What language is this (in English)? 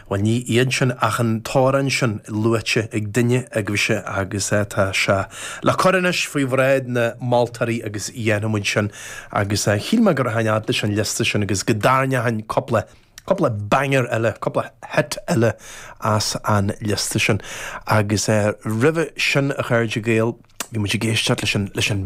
Irish